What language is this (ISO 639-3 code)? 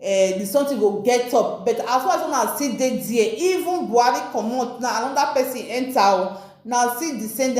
pcm